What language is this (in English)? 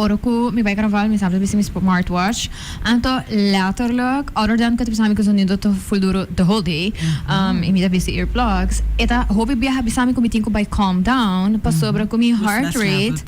Papiamento